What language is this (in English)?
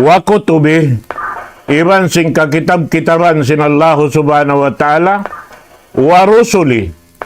Tausug